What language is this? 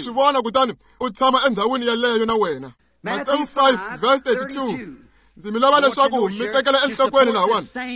Tsonga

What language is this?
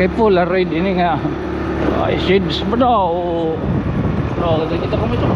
Waray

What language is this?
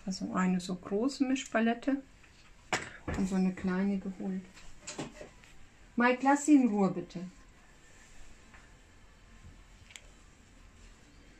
German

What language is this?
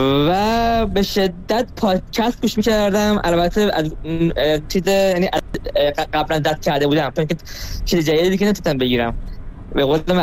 Persian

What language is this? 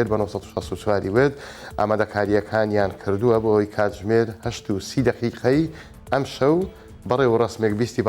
Central Kurdish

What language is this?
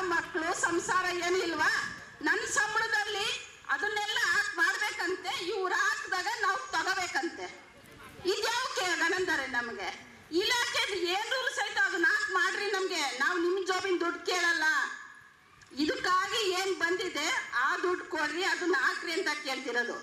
Kannada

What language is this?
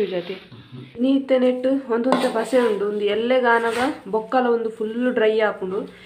Tulu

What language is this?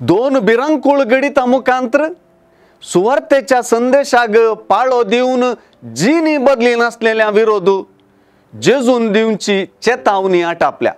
Konkani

